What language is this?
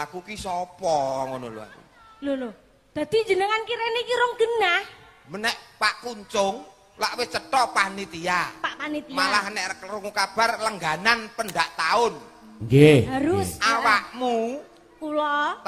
Javanese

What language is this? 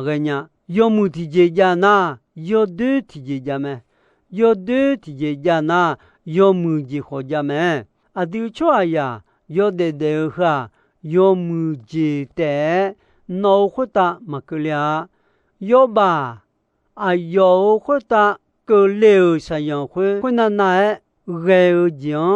Akha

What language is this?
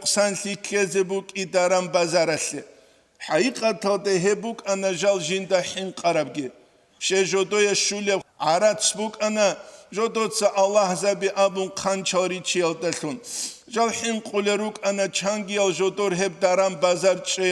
Avaric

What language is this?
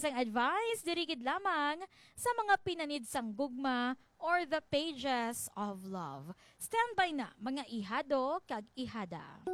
Hiligaynon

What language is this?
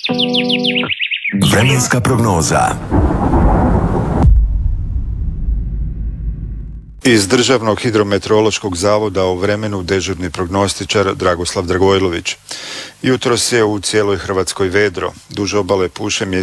Croatian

